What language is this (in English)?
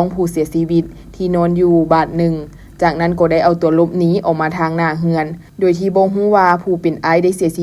Lao